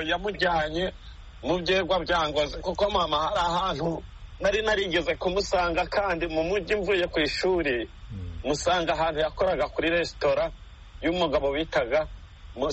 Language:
Kinyarwanda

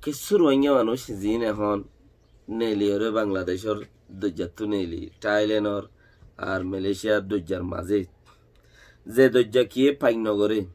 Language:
Rohingya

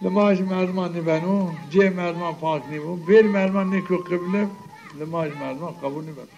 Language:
Zaza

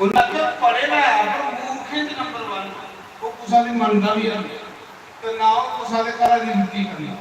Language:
Dogri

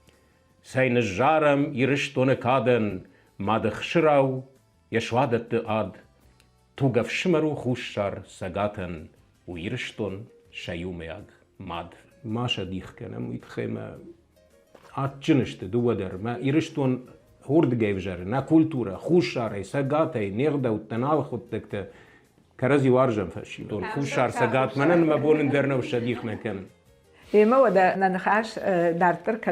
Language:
Ossetic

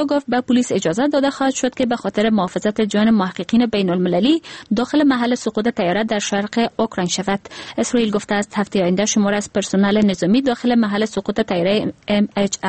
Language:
Persian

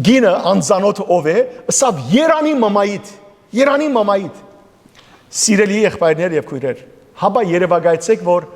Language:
Western Armenian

